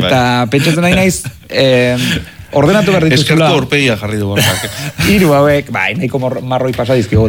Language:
Basque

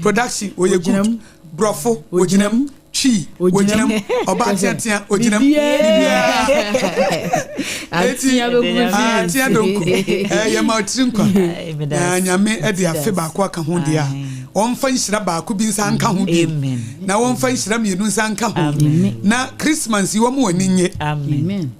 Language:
Akan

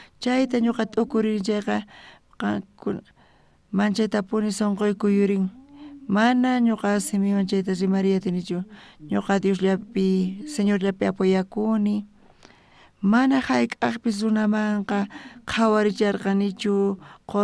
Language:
South Bolivian Quechua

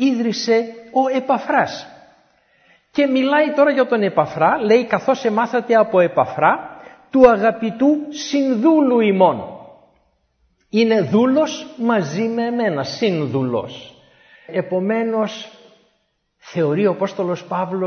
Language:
Greek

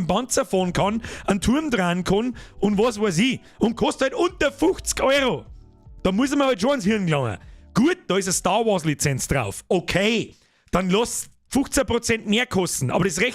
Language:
Bavarian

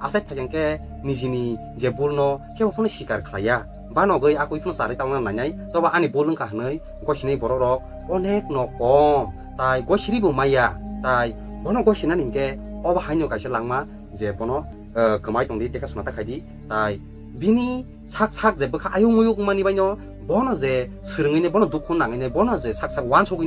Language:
Kok Borok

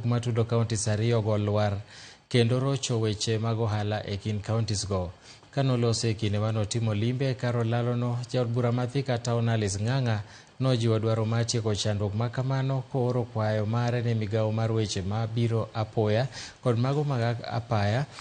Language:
Luo (Kenya and Tanzania)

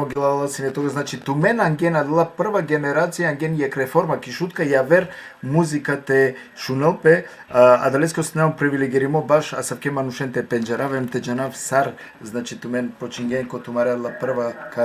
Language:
Balkan Romani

